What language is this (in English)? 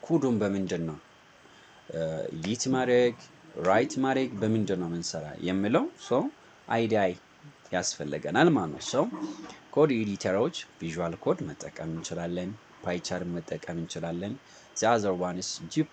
Amharic